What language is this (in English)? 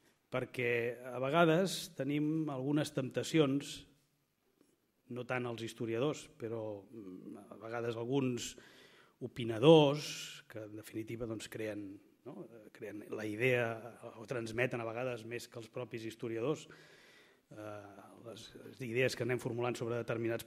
Catalan